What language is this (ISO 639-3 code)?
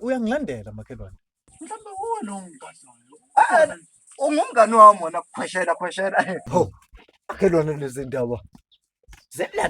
zul